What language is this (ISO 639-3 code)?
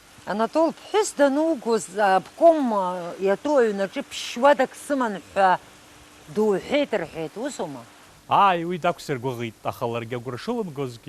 abk